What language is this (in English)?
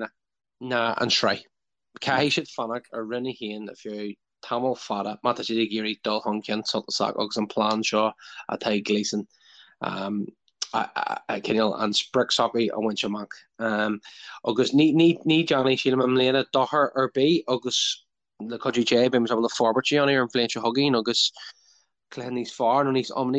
Irish